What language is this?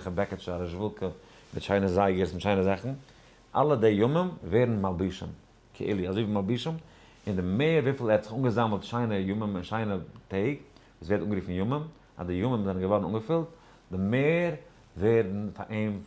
Yiddish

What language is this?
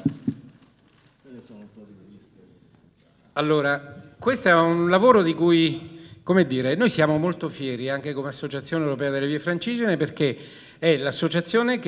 Italian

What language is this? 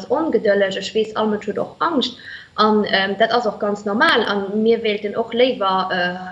Luxembourgish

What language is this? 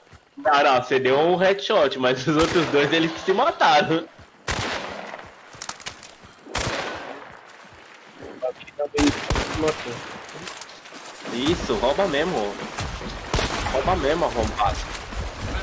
Portuguese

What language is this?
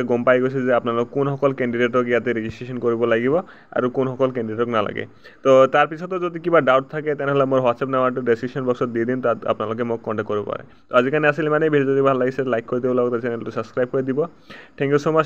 Assamese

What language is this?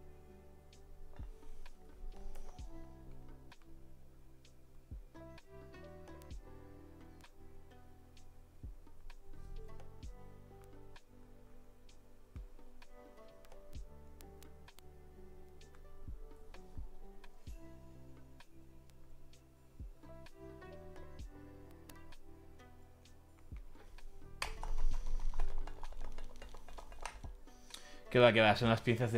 Spanish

